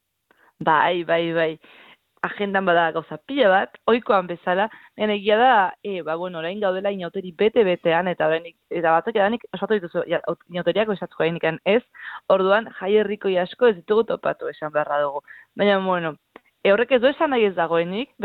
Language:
Basque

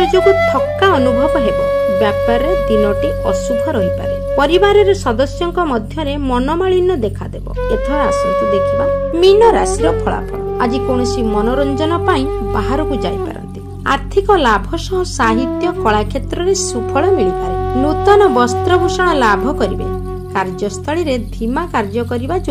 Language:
Odia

